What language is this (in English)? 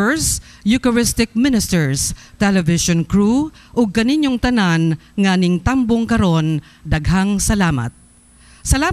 Cebuano